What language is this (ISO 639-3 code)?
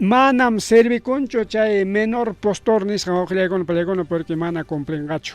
quy